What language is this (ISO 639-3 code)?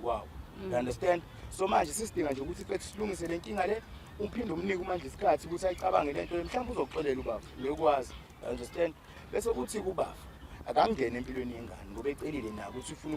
zul